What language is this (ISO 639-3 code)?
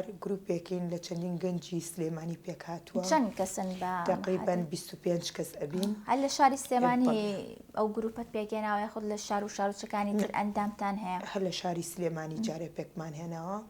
ckb